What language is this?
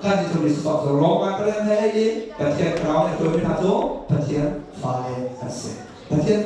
Hakha Chin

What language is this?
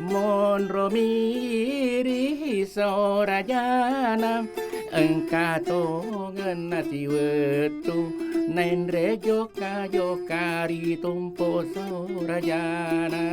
Buginese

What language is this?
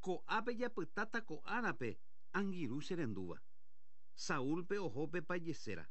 Guarani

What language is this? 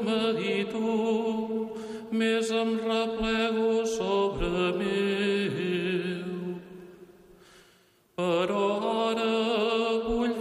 Catalan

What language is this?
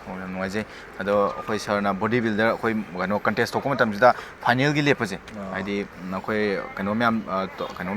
Manipuri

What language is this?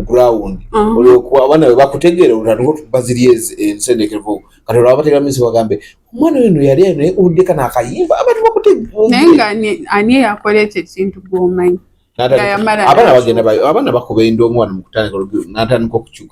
Ganda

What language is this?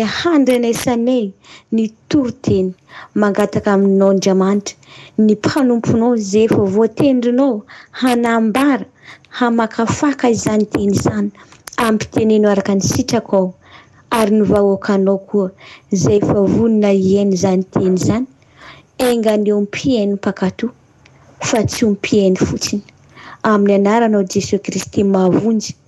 Malagasy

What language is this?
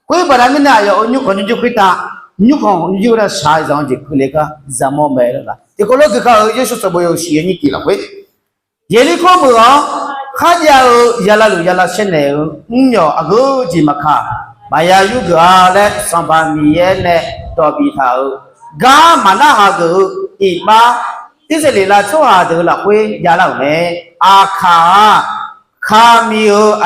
Akha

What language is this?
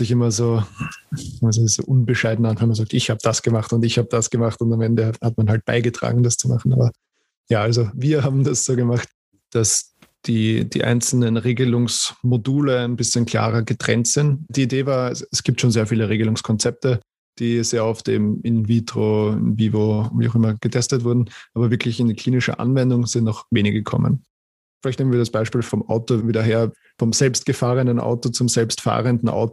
German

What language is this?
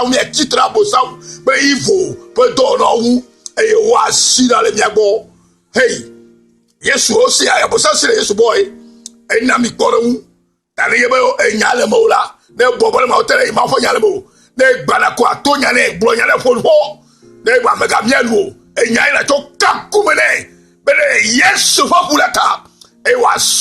Ewe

